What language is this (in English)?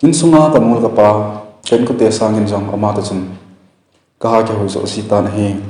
Thado Chin